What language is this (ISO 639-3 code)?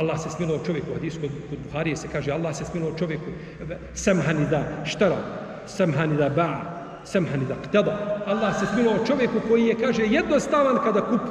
bos